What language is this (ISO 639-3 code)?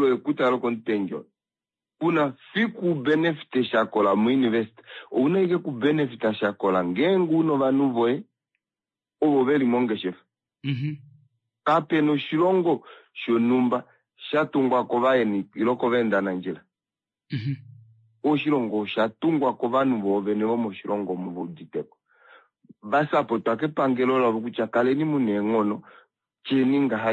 kua